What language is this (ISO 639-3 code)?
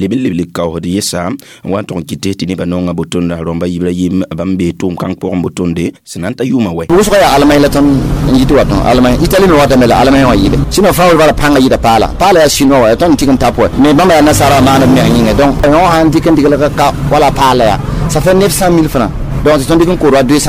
mos